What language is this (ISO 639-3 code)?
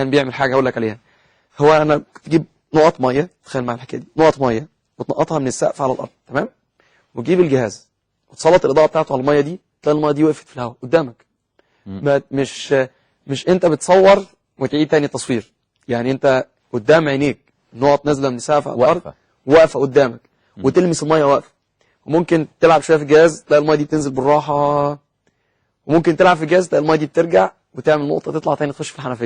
arz